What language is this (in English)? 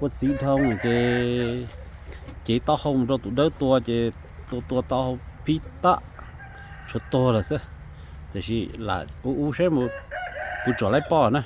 Hmong